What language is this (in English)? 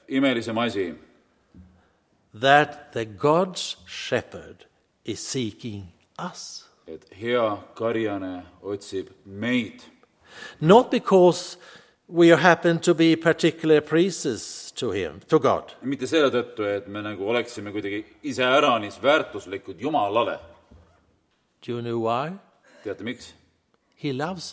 Estonian